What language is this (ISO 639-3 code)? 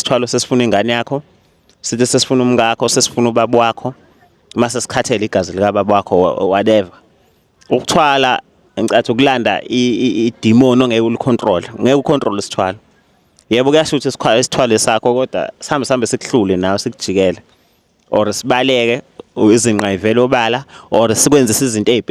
zul